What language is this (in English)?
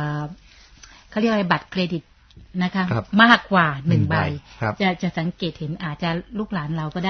Thai